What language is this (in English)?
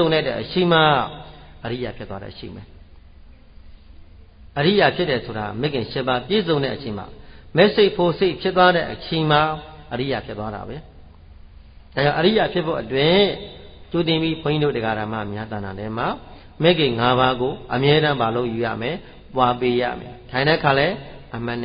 Burmese